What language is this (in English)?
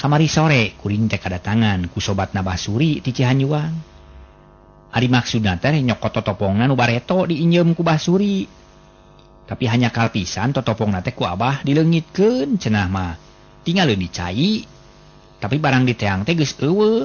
Sundanese